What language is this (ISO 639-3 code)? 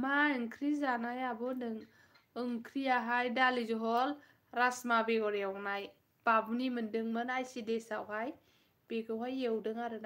brx